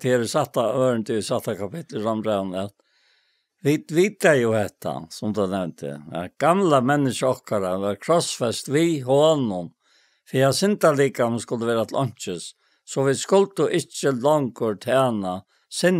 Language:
Faroese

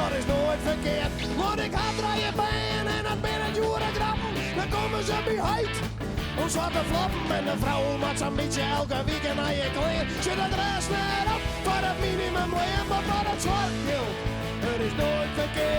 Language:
Western Frisian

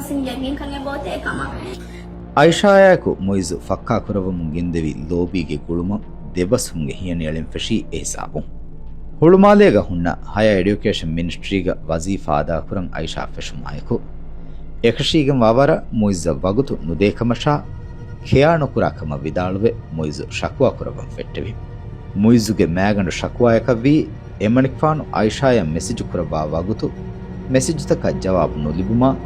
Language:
Divehi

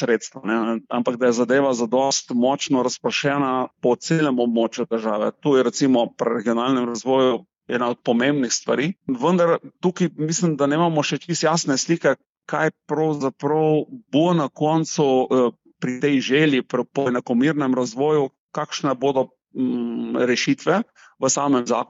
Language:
Slovenian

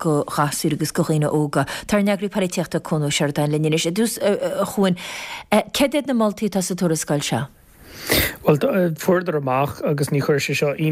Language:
Irish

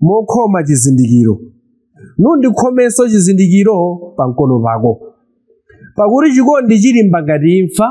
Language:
Nyanja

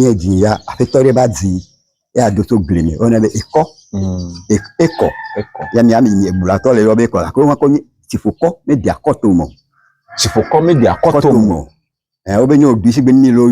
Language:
Ewe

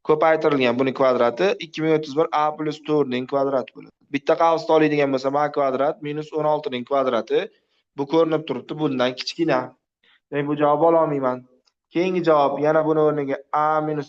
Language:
Uzbek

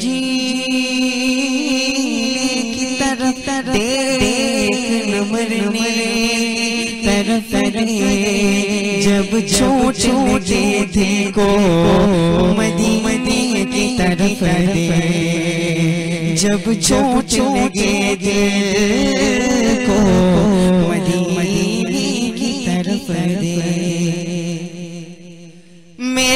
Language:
Malayalam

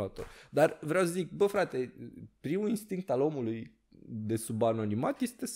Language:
Romanian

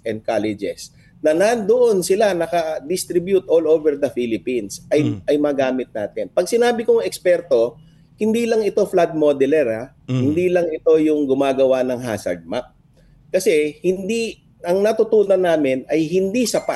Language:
Filipino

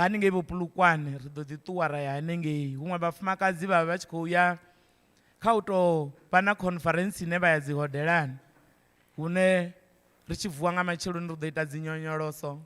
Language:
Venda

